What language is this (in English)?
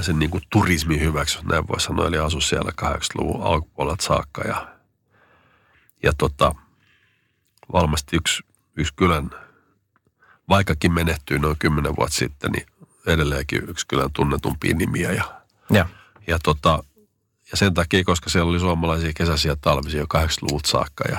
Finnish